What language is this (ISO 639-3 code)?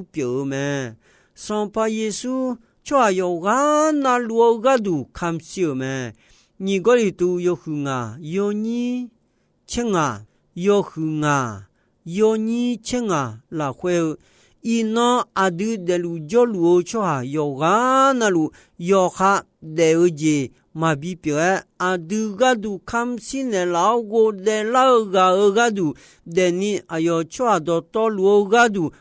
ahk